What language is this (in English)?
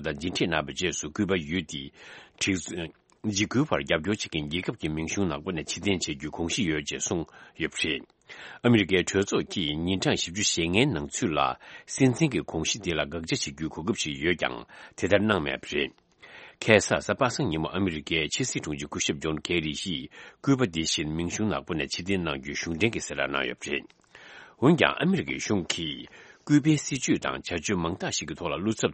Tibetan